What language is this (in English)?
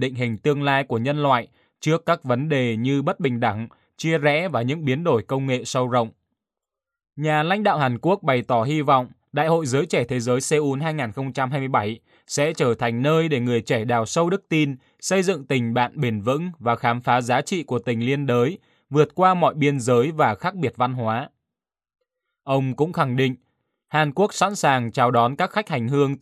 Vietnamese